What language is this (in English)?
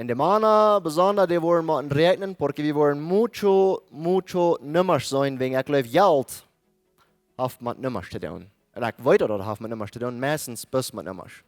Plautdietsch